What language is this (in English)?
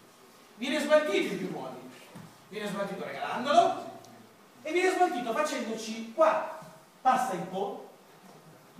Italian